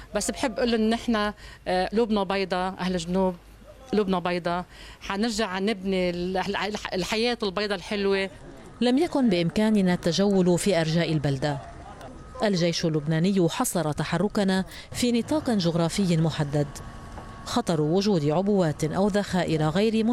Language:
Arabic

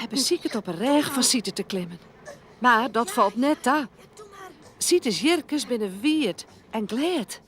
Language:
Western Frisian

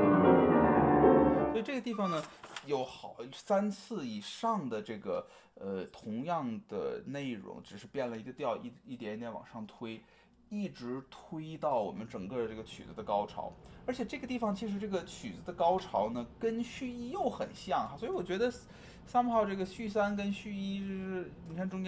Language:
Chinese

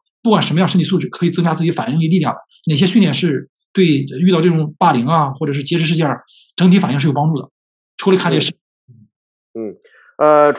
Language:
Chinese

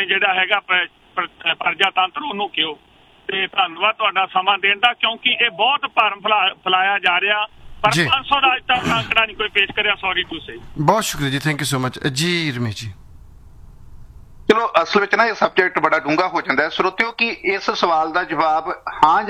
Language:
Punjabi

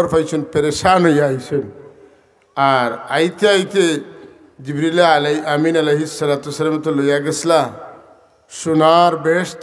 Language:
Sylheti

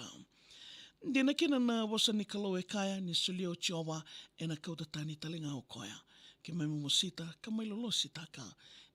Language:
Fijian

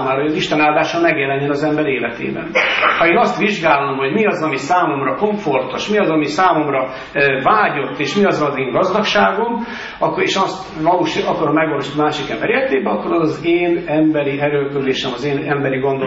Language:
Hungarian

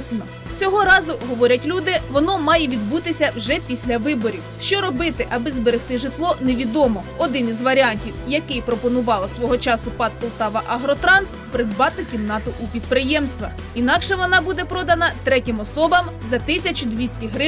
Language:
Ukrainian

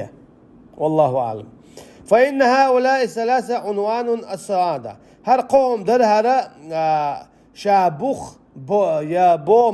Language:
Chechen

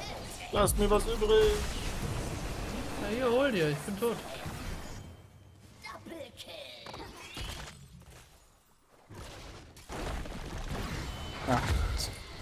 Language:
German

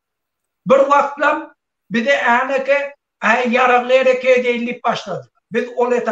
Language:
Turkmen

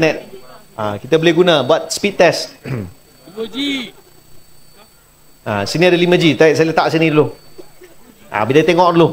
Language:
Malay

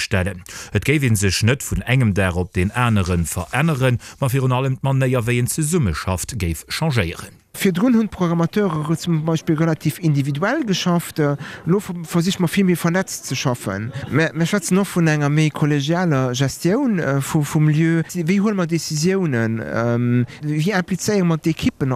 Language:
Luxembourgish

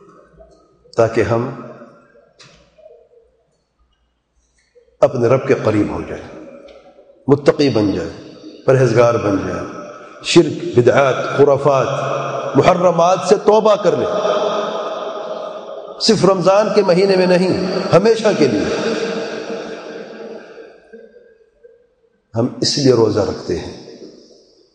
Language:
Urdu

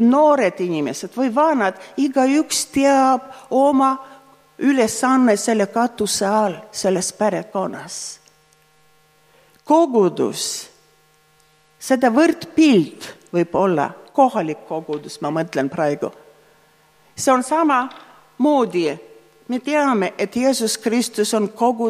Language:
Estonian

